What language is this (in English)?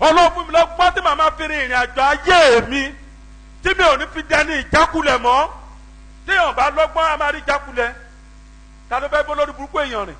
Yoruba